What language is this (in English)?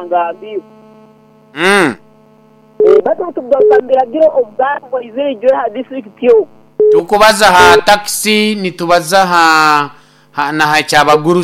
Nyoro